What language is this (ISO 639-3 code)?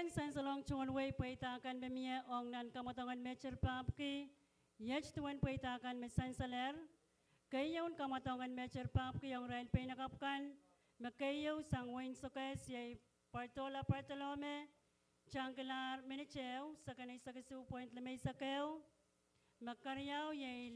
pon